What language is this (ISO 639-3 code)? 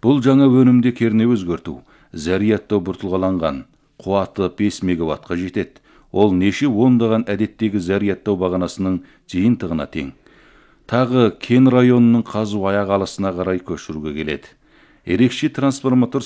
kaz